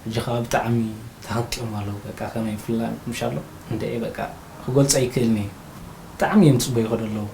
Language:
Tigrinya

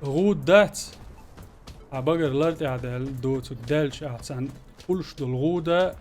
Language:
Chechen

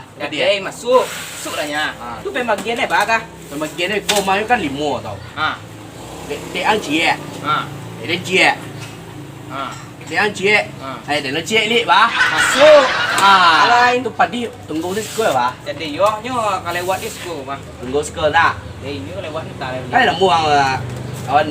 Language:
Minangkabau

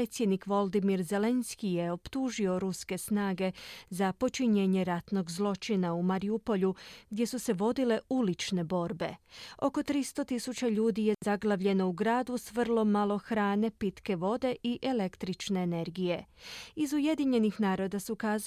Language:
Croatian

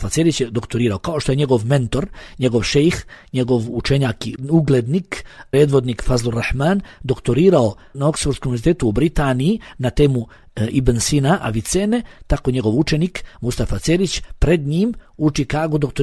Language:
Bosnian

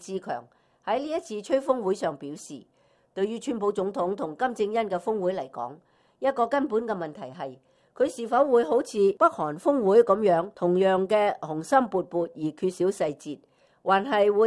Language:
Cantonese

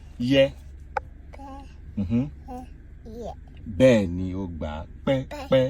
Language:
Yoruba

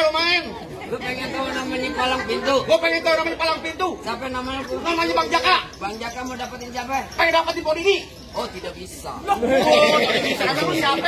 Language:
Betawi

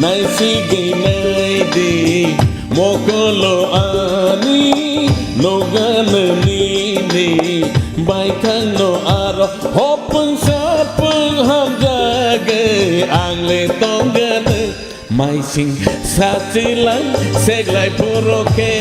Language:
Kok Borok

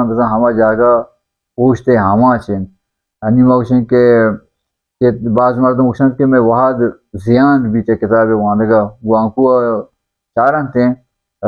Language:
Baluchi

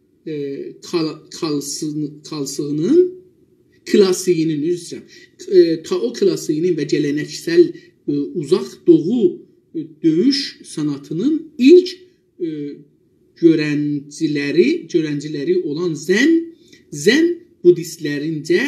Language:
South Azerbaijani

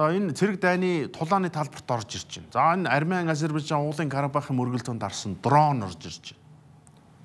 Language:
Mongolian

